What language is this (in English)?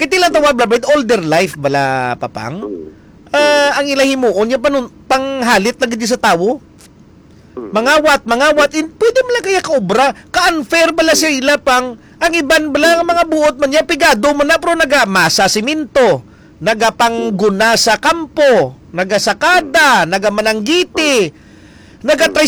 Hiligaynon